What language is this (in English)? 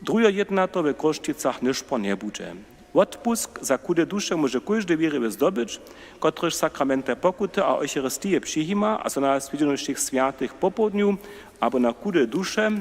Upper Sorbian